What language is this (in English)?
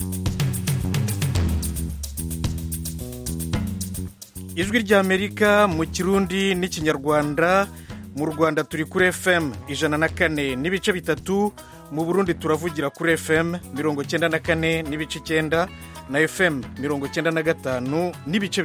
Kinyarwanda